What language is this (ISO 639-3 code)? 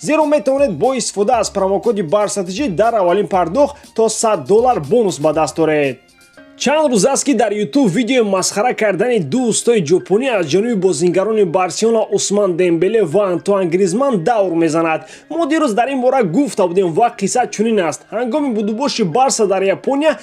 tgk